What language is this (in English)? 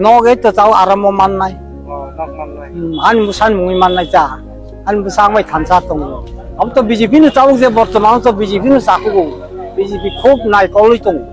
Kok Borok